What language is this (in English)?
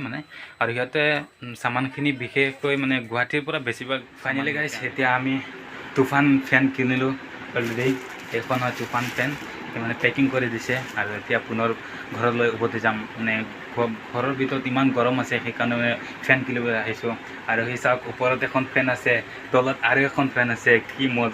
Assamese